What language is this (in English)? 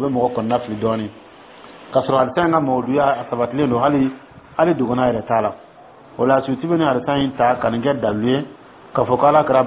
Dyula